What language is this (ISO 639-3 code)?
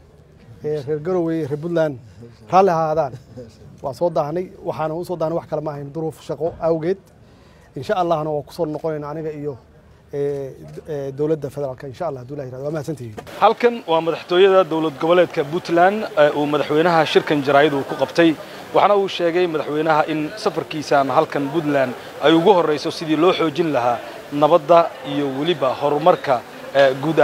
som